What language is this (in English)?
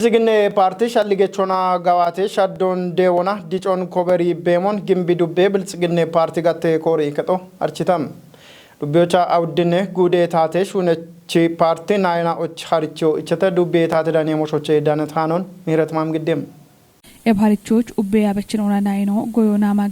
Kafa